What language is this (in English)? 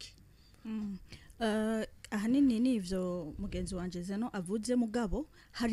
Rundi